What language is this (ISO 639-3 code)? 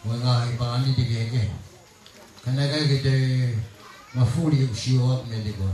ton